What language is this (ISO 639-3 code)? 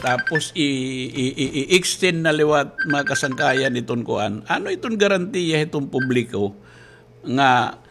war